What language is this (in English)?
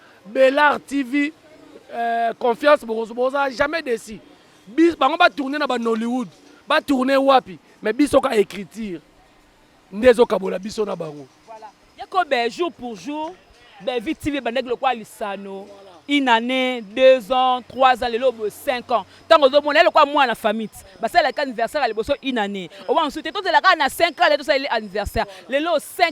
Lingala